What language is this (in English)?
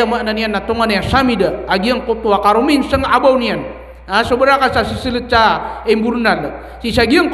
Maranao